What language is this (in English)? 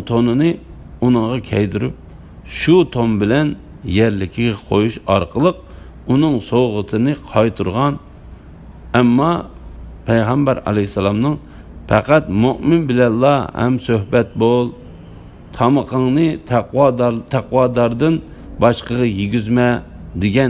Uyghur